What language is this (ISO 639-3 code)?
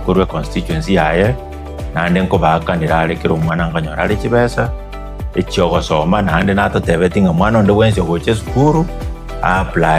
guz